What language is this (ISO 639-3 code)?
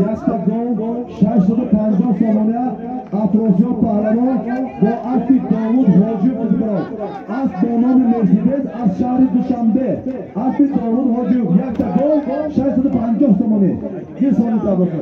tgk